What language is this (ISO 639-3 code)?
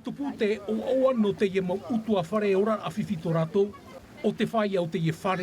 tah